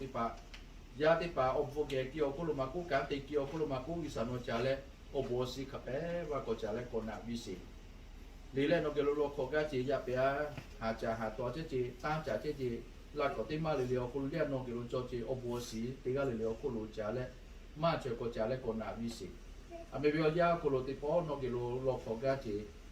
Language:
Lahu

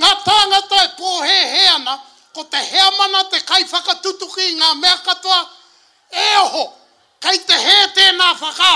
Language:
Māori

